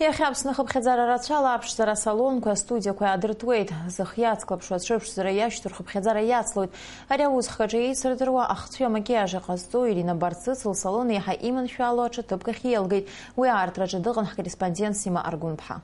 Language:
Abkhazian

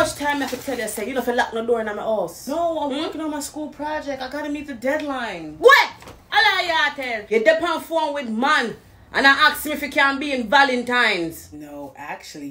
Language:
Jamaican Creole English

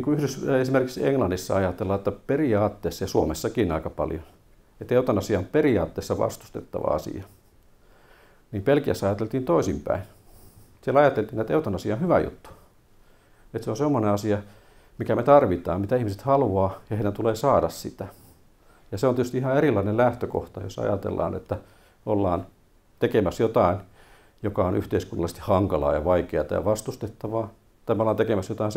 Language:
Finnish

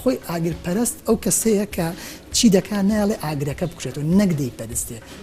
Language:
Central Kurdish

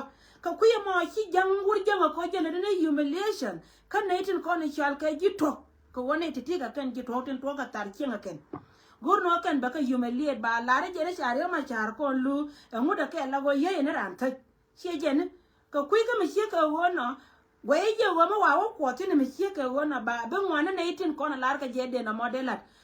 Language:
Nuer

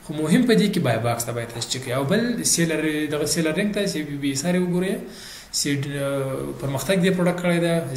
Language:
Pashto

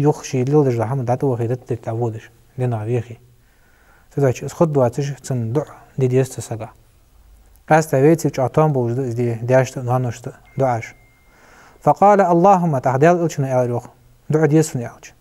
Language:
Ingush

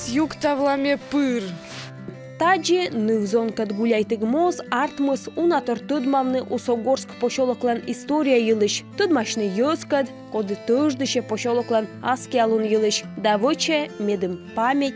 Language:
Komi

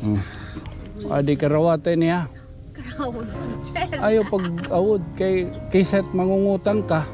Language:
Waray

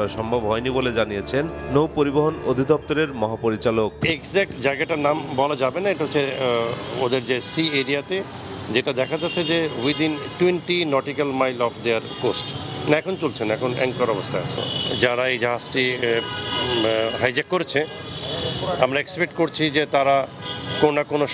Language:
Bangla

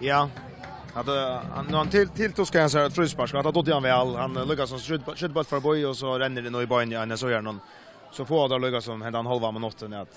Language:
Faroese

